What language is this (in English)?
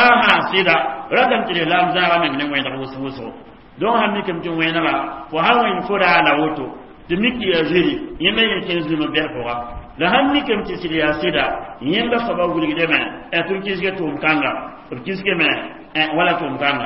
Mossi